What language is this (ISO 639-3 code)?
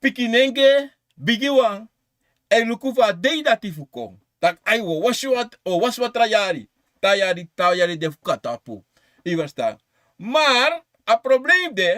srn